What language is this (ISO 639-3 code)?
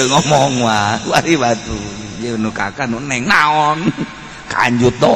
sun